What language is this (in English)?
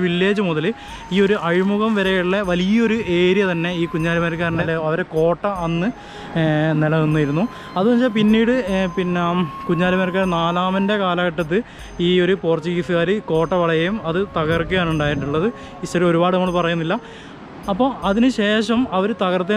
Malayalam